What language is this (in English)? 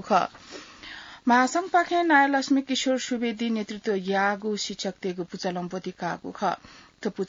Newari